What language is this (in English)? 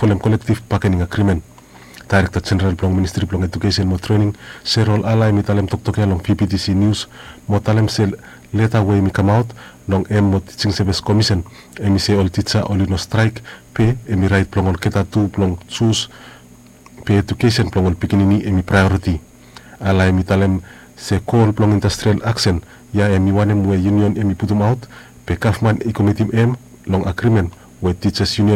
Bislama